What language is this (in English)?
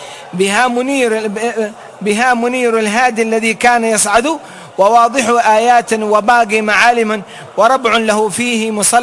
Arabic